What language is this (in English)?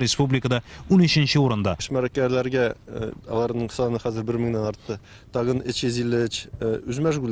Tatar